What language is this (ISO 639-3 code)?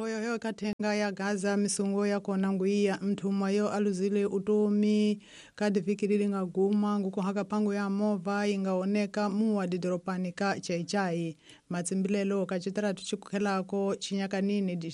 tso